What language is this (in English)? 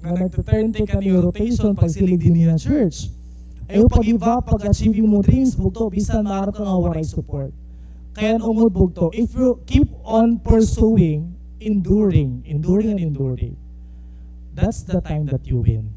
Waray